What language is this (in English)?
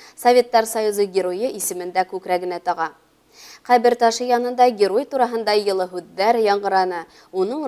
Bashkir